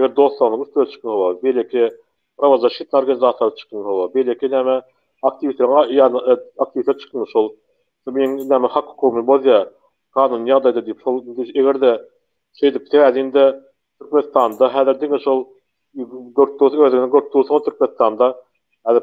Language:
Turkmen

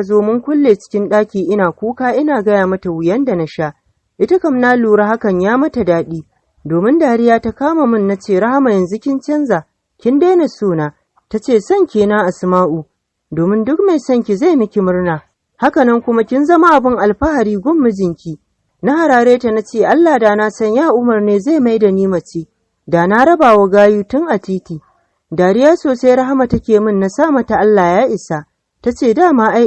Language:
Hausa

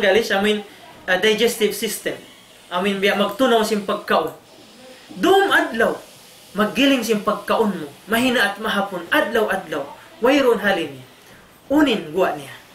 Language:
Tausug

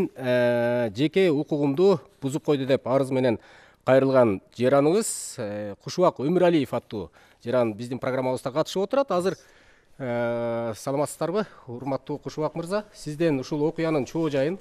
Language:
Kyrgyz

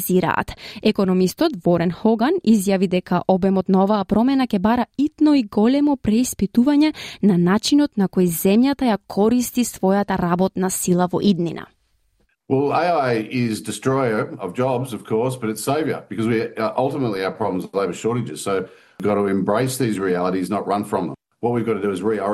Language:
Macedonian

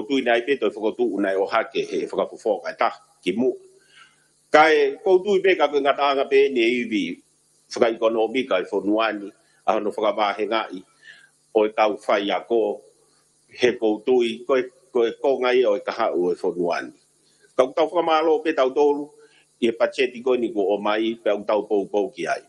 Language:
Tongan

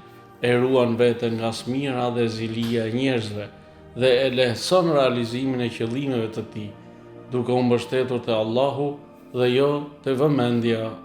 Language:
Albanian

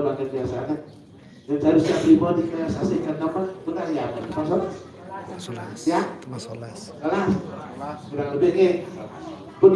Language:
Balinese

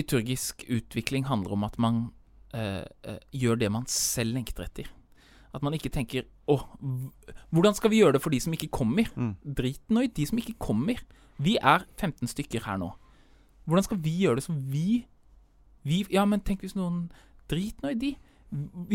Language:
Norwegian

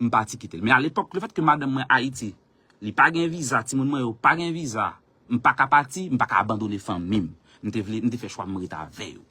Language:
Haitian Creole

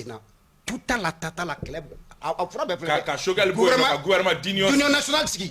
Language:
Bambara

